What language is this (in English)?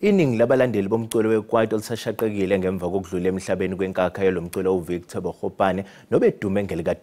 Zulu